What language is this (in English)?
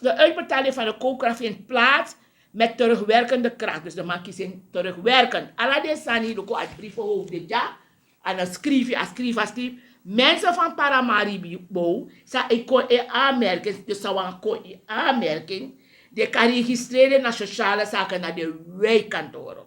Sranan Tongo